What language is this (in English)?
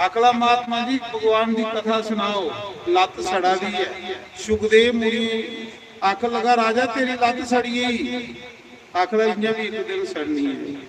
Dogri